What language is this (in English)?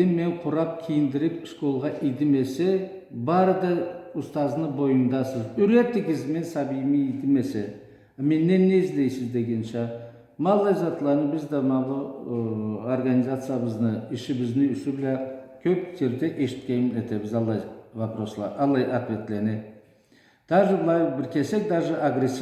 Karachay-Balkar